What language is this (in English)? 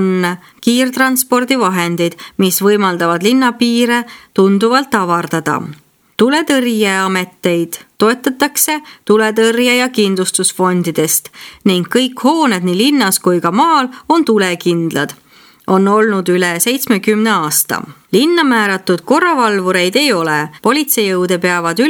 Estonian